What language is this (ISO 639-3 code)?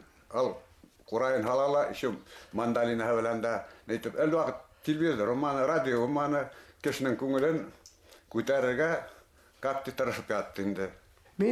bak